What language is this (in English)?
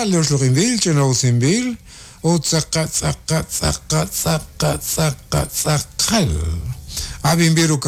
Kekchí